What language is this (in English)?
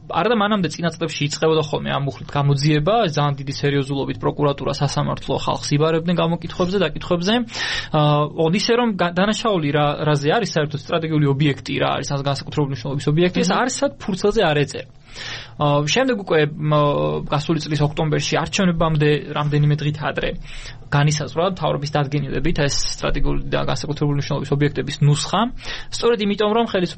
Georgian